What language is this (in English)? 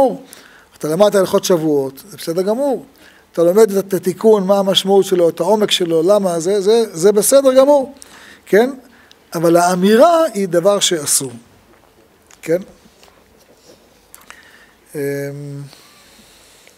Hebrew